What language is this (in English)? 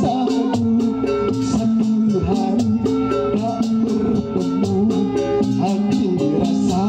Betawi